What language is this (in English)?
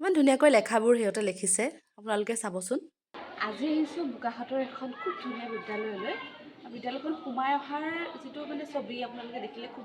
Assamese